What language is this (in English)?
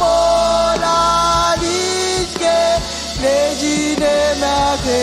Marshallese